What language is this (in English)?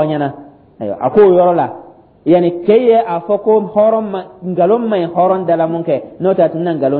Dyula